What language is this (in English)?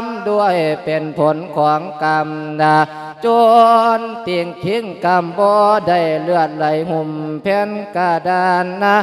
Lao